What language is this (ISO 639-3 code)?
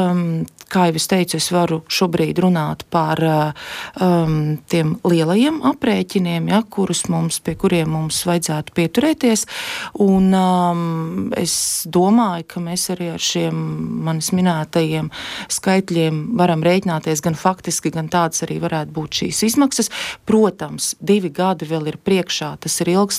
lav